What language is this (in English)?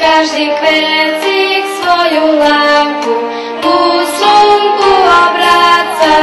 Rusyn